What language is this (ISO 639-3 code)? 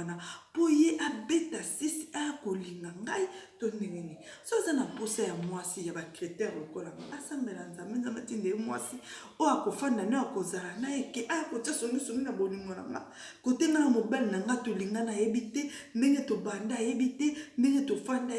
lin